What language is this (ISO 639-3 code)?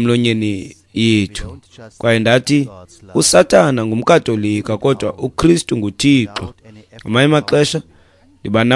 xho